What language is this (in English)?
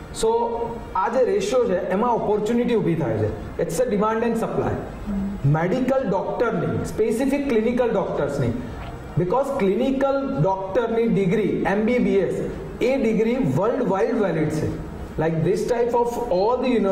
Gujarati